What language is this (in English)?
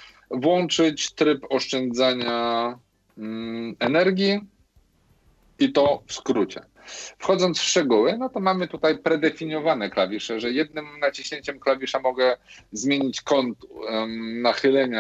Polish